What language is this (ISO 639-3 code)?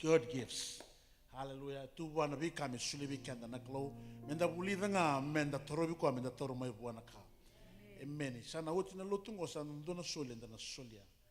fij